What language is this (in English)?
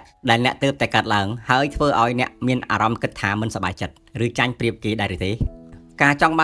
Khmer